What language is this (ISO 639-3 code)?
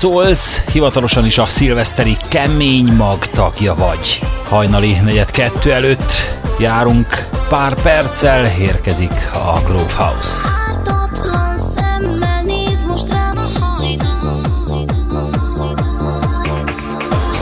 hun